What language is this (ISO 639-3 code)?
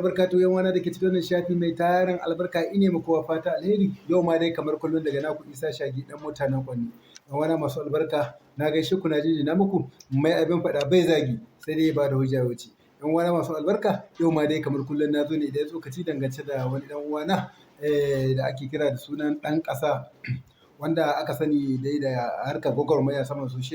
hau